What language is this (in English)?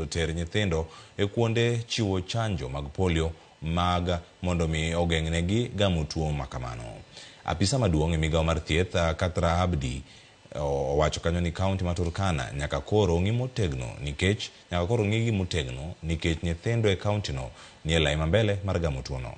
Luo (Kenya and Tanzania)